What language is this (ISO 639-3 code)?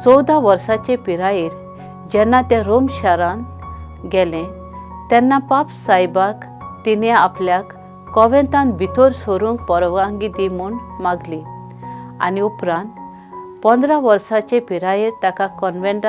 kok